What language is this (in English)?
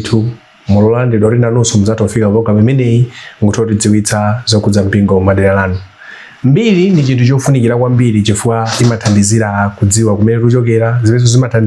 Nyanja